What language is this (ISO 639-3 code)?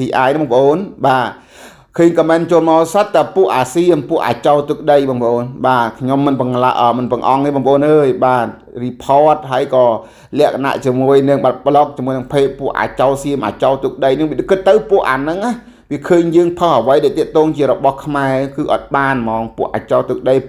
khm